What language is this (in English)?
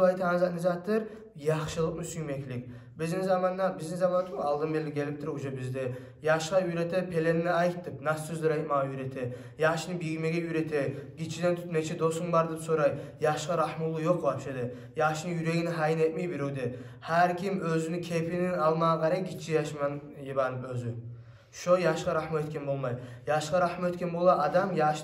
Kumyk